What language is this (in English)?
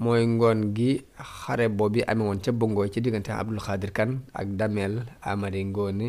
Wolof